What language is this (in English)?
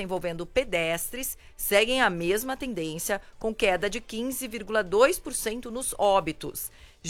Portuguese